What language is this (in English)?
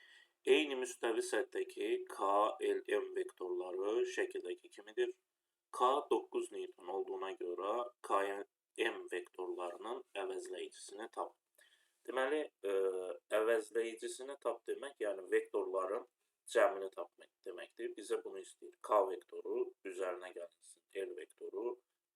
Azerbaijani